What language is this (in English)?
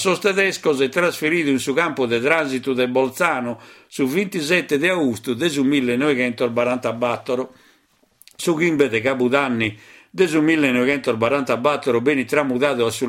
Sardinian